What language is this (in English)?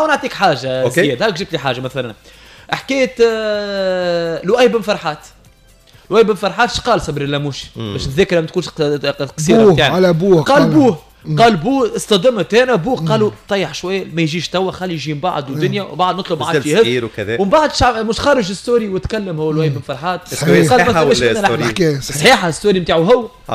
Tunisian Arabic